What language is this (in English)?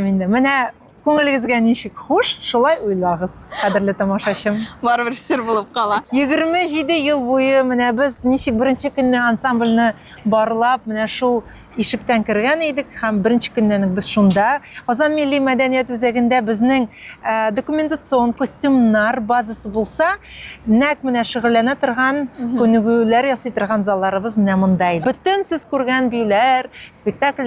Tatar